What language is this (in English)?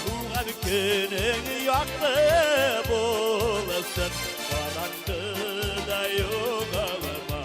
Bashkir